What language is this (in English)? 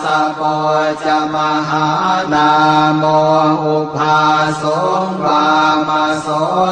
Pali